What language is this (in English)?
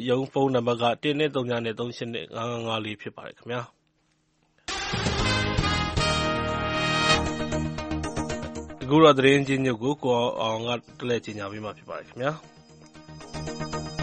Burmese